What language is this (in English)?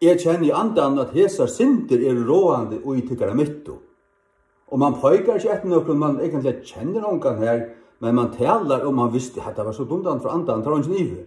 Faroese